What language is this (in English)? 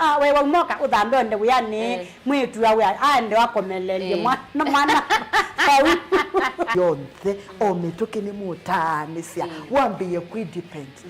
Kamba